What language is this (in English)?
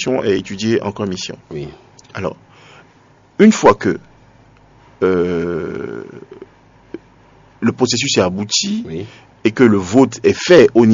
French